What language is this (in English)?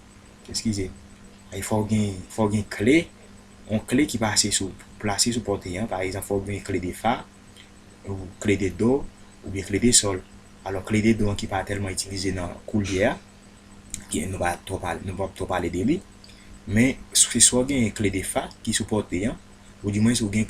Haitian Creole